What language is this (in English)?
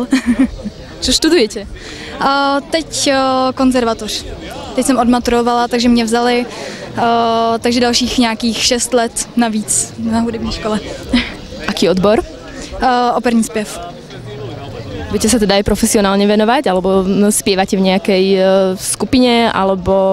Slovak